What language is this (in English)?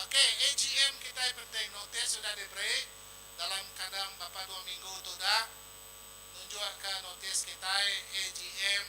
Iban